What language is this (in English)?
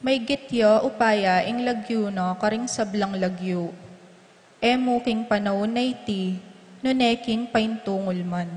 Pampanga